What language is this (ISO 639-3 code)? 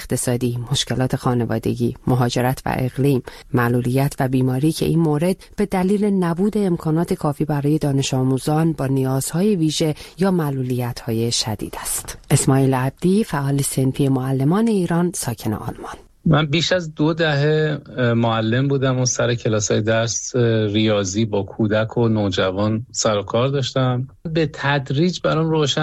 fas